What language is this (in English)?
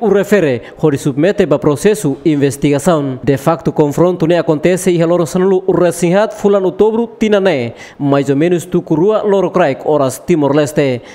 Tetum